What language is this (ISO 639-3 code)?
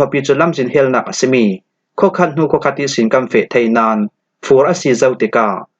cfm